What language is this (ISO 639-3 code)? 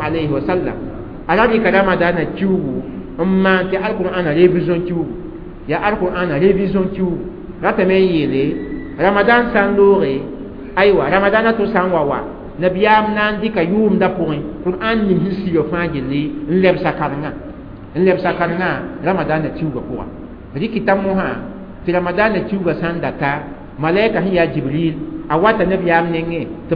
mos